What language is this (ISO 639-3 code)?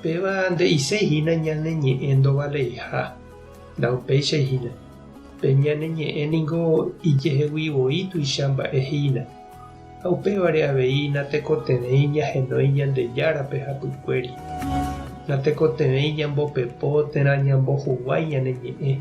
grn